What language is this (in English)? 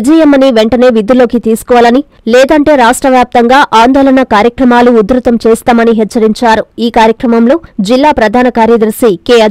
Telugu